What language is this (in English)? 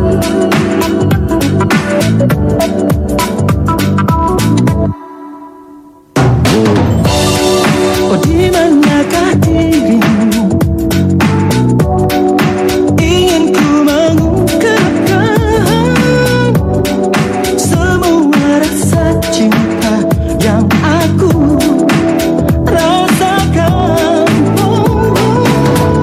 Indonesian